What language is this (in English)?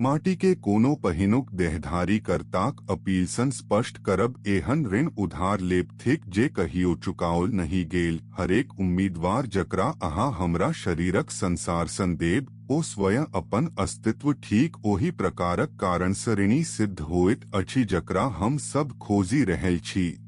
Maithili